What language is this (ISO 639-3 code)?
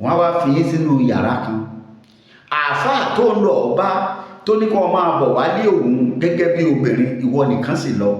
yor